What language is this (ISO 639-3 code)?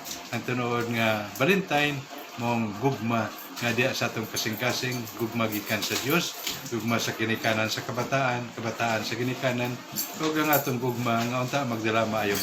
ceb